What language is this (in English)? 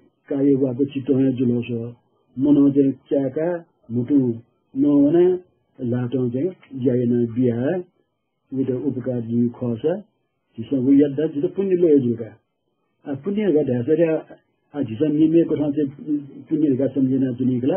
Newari